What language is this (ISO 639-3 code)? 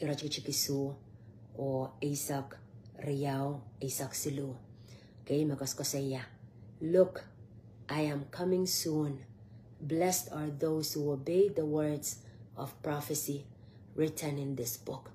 pon